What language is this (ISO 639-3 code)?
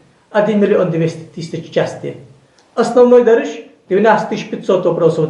inh